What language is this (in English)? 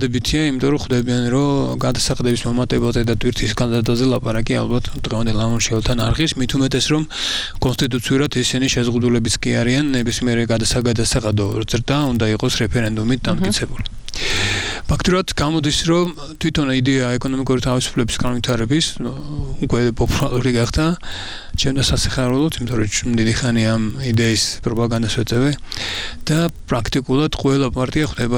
Georgian